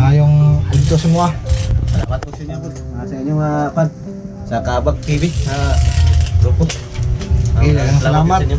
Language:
Cebuano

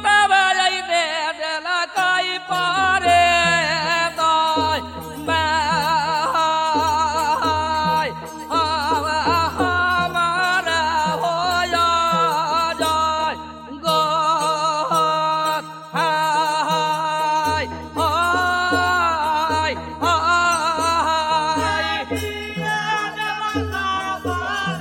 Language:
Bhojpuri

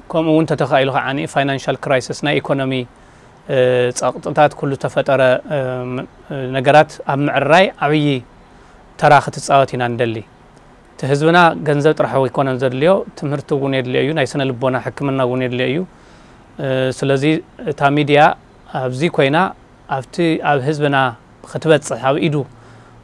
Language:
Tigrinya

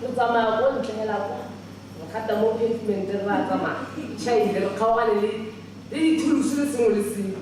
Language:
Tswana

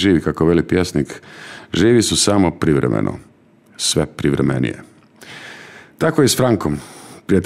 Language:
Croatian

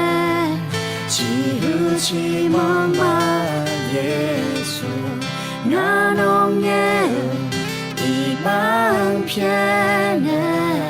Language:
Akha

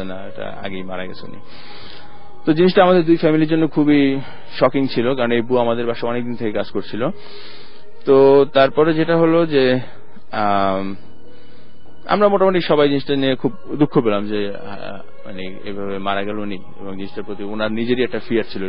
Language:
Bangla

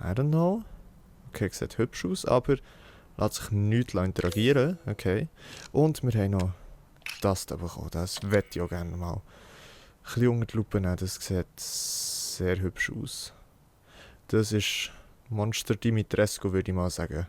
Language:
Swiss German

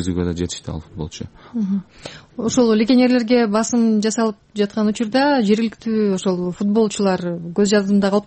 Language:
Kyrgyz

